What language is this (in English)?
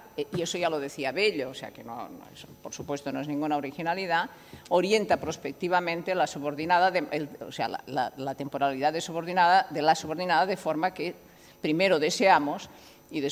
Spanish